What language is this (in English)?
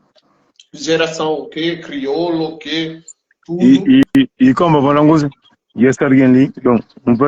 Kabuverdianu